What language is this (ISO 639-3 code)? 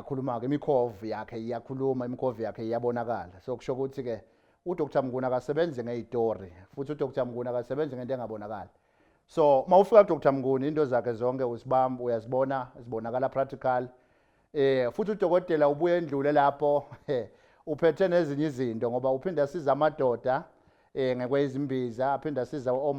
zul